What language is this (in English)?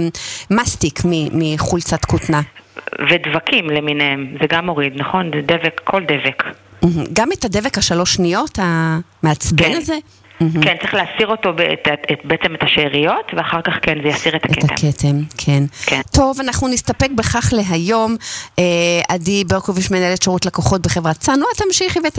Hebrew